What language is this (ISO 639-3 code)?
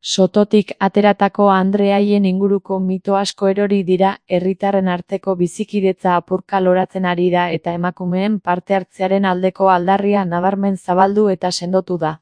eus